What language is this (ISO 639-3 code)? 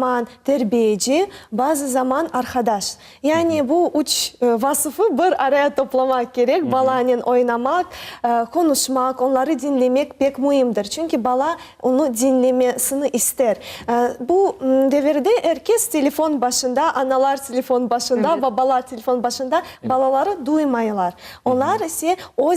crh